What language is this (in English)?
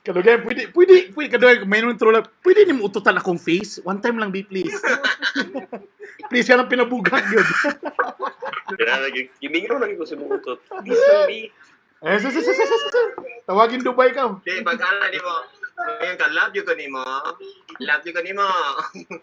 Cebuano